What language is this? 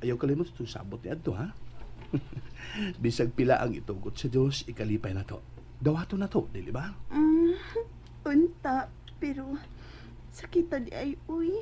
Cebuano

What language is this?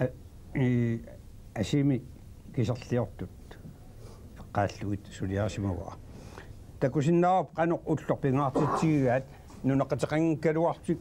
Kalaallisut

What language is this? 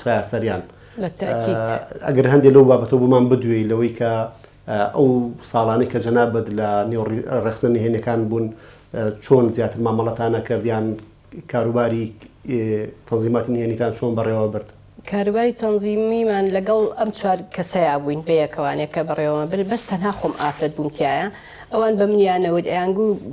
Central Kurdish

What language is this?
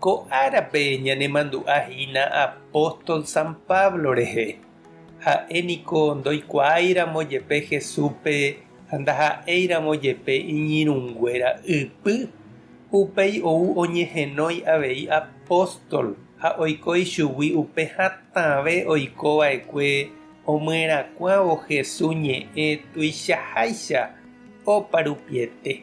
Guarani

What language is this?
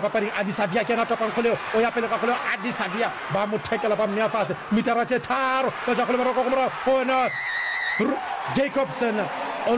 Northern Sotho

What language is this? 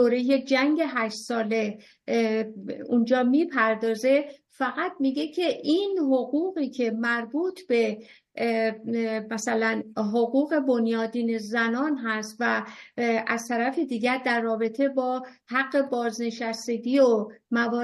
Persian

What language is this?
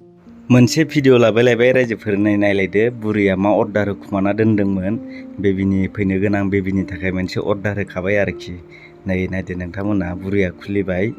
Bodo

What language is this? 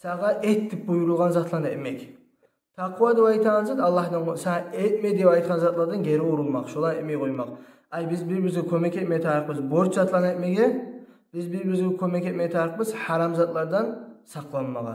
Kumyk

